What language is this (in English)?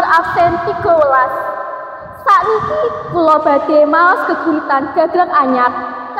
Javanese